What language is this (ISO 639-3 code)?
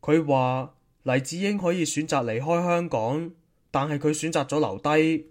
yue